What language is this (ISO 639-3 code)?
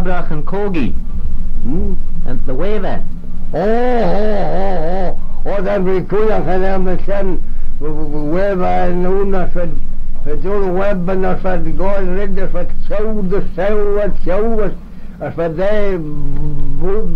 glv